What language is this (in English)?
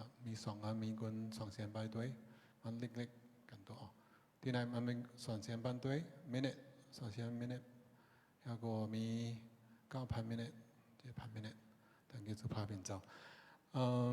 Shan